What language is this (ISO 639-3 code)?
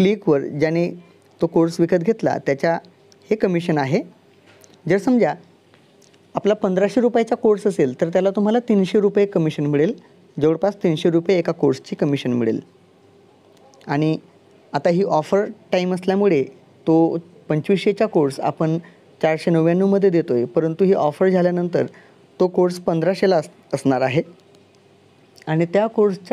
mar